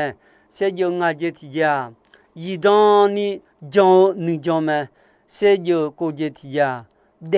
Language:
Akha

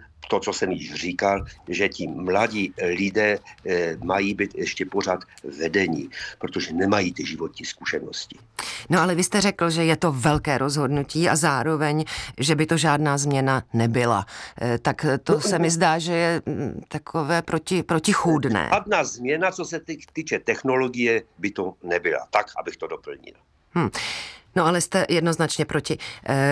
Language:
Czech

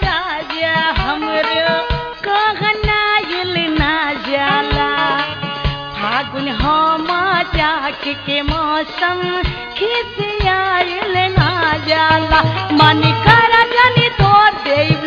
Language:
Bhojpuri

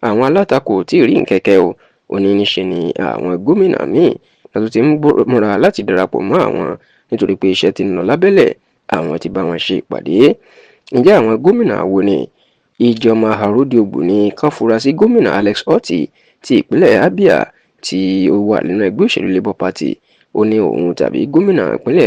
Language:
Yoruba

